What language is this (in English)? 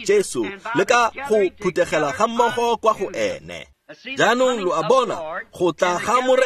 Tswana